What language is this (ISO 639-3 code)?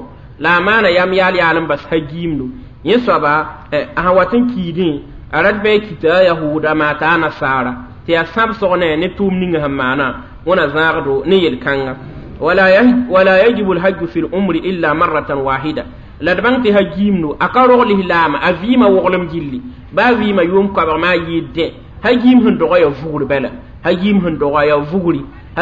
mos